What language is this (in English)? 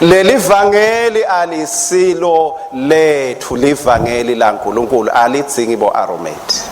Swati